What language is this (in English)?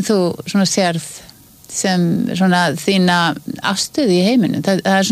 Icelandic